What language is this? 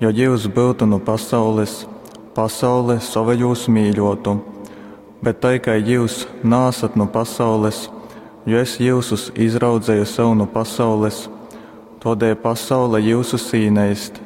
Latgalian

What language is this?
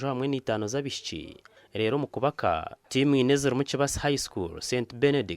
Nyankole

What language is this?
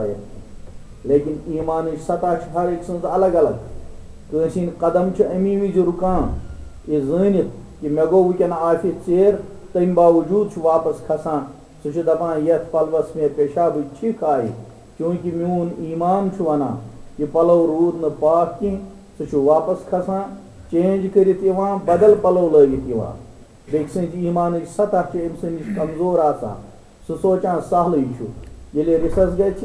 Kashmiri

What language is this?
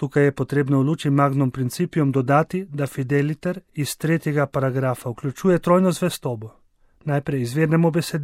Slovenian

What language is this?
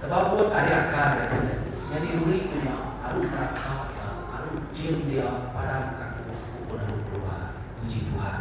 Iban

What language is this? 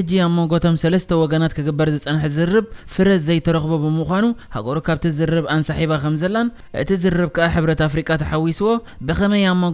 Tigrinya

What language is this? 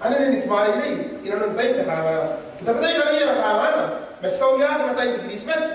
Gilbertese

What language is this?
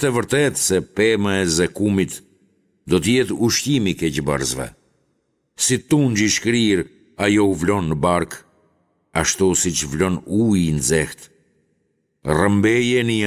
Albanian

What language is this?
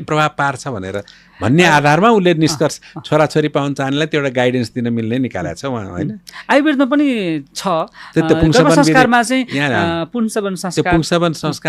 Nepali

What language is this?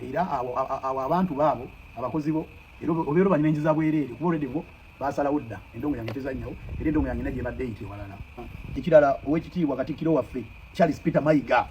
Ganda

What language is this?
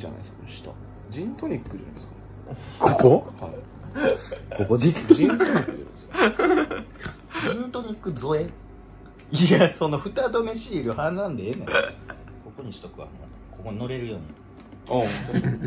Japanese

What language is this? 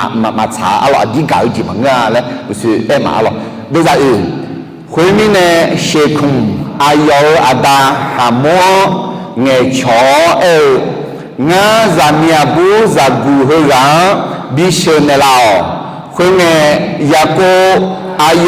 Akha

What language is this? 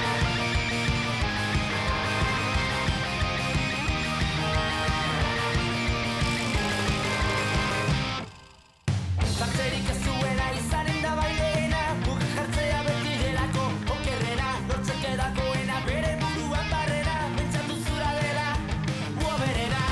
Basque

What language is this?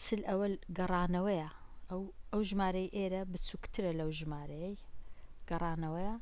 Central Kurdish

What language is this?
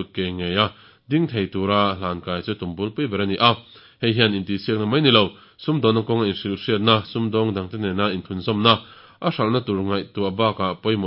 Mizo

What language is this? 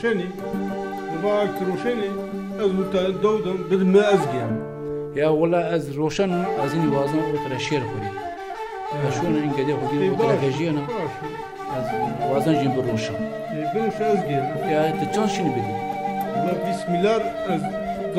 Zaza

